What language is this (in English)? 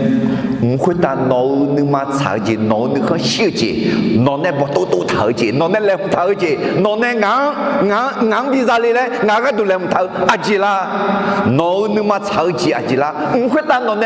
Akha